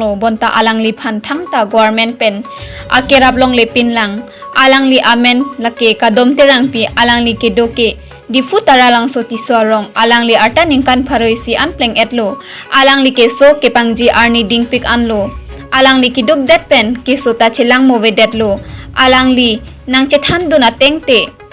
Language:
Karbi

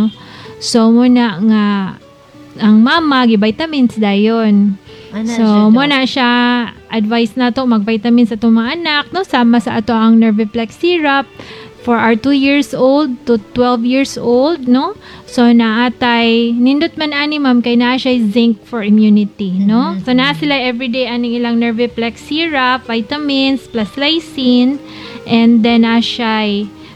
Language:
Cebuano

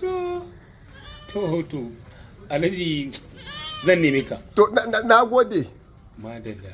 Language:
Hausa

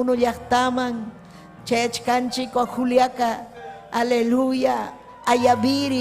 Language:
Ayacucho Quechua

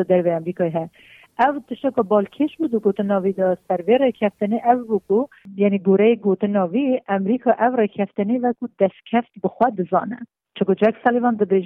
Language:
Kurdish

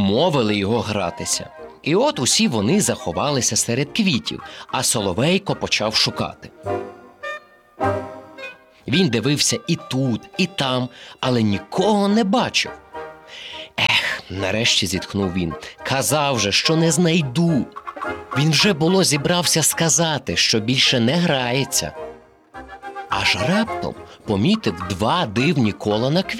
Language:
Ukrainian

